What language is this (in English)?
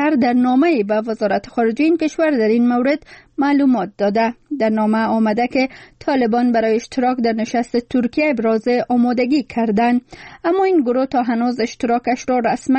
Persian